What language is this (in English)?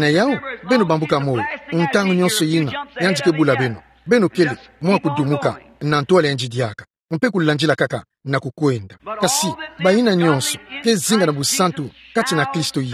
Kituba (Democratic Republic of Congo)